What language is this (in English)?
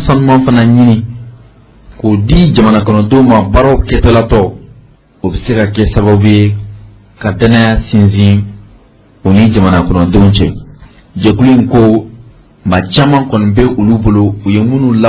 Bambara